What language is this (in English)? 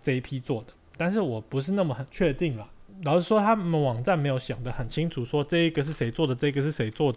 Chinese